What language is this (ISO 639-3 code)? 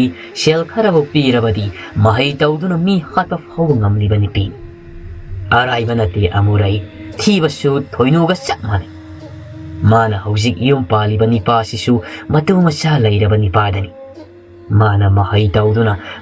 mni